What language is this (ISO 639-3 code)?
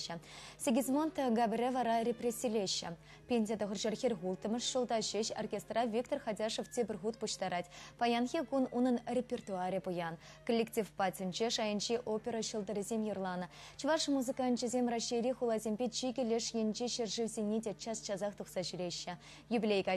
chv